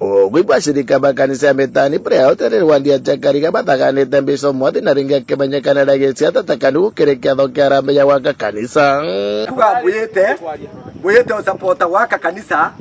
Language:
Meru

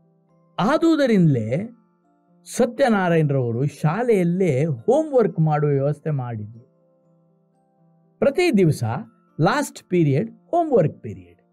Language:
Kannada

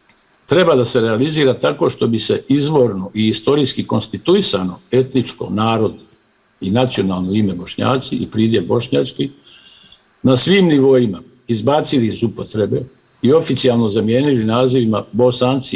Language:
Bosnian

